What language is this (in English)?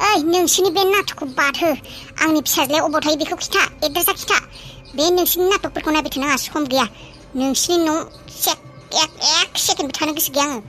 Bodo